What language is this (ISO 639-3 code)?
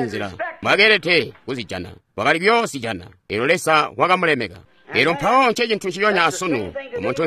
toi